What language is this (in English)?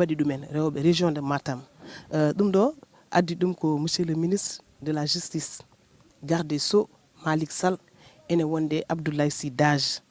Fula